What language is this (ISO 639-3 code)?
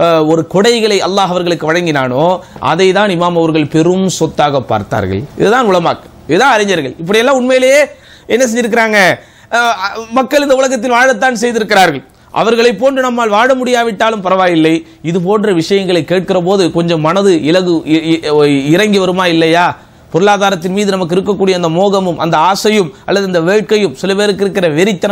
tam